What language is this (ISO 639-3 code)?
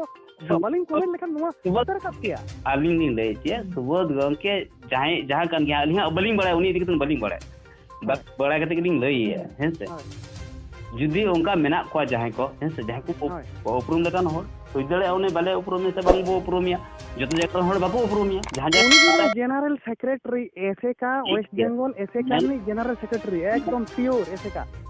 sat